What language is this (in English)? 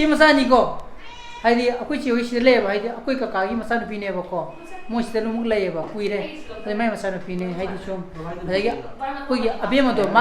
Manipuri